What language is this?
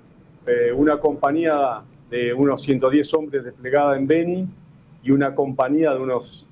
Spanish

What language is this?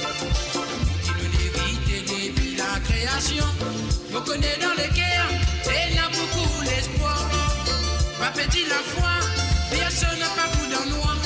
Morisyen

